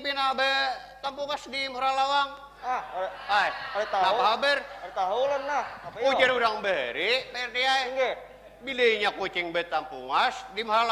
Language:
Banjar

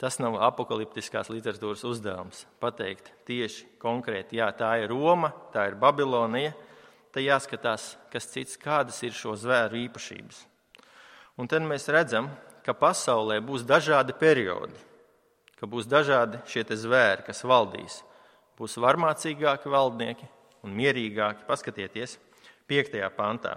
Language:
Latvian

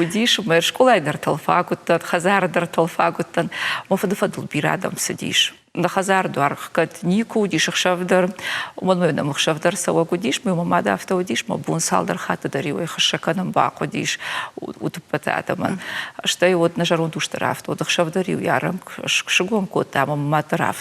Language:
Ossetic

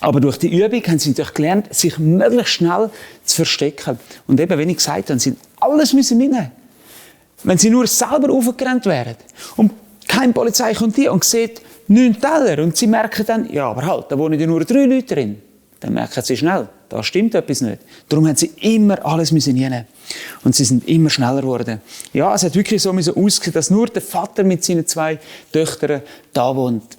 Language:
Swiss German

